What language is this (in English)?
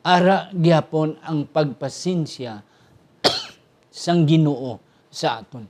Hiligaynon